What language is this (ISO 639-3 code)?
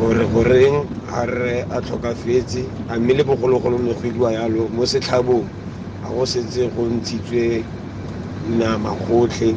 tsn